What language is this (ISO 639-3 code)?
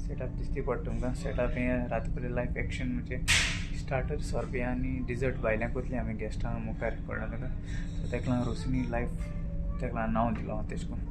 kok